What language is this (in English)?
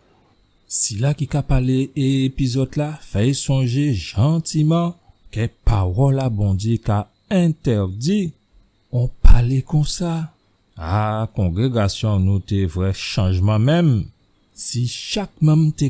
Guadeloupean Creole French